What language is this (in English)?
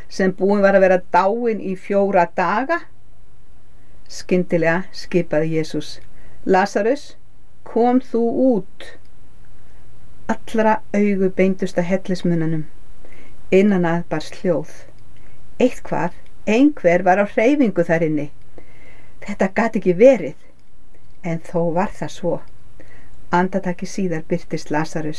Icelandic